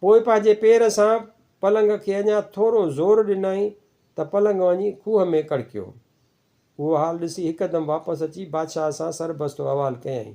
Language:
Sindhi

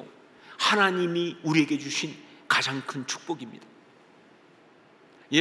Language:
Korean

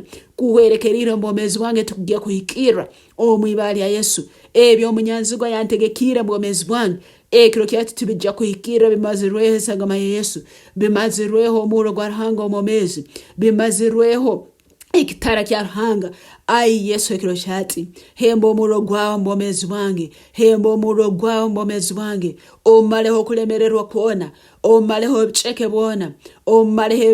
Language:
Nyankole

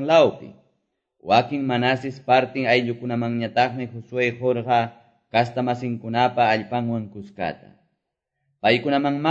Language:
Quechua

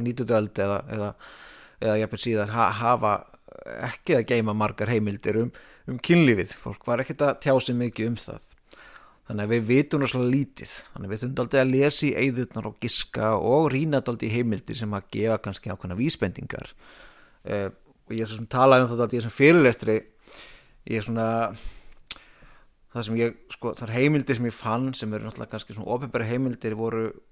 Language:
Icelandic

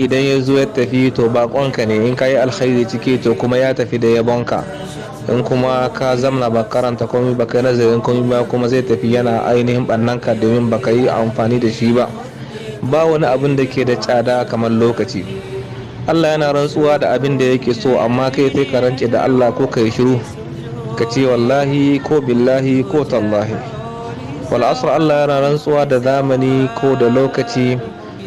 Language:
Hausa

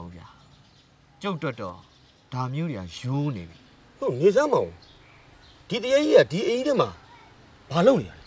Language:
Burmese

